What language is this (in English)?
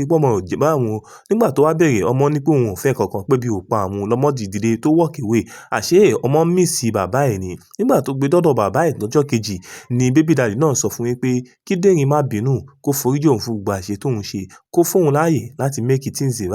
Yoruba